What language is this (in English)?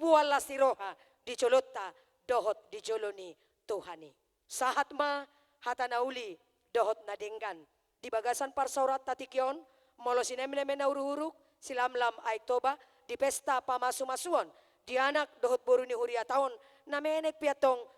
Batak Toba